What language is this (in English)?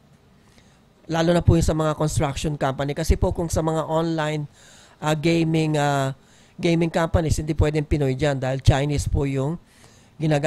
Filipino